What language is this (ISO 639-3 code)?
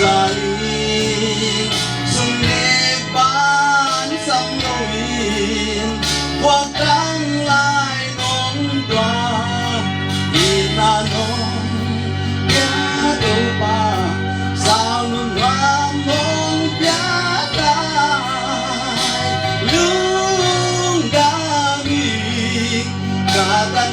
pck